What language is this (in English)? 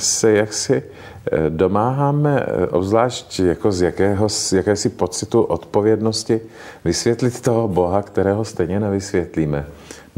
Czech